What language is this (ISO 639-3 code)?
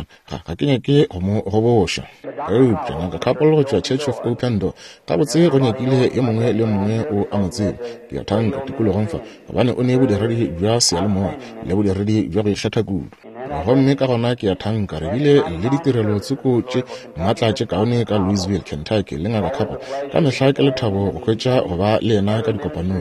nso